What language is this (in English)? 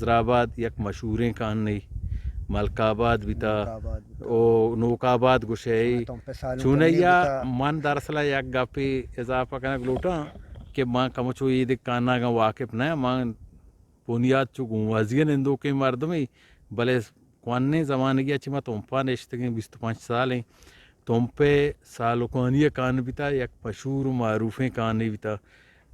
Eastern Balochi